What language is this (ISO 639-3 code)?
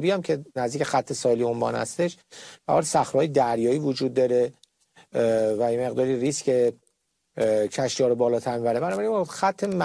fas